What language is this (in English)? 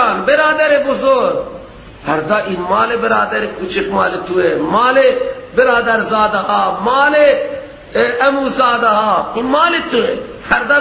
Persian